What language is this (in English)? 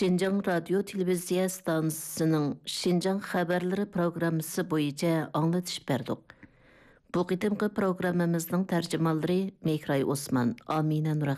Kyrgyz